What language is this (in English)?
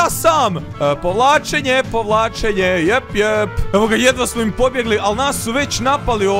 Croatian